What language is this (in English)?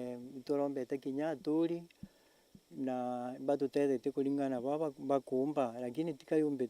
Meru